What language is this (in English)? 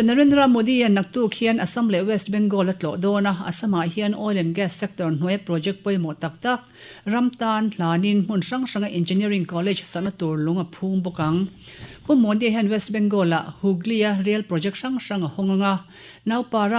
Mizo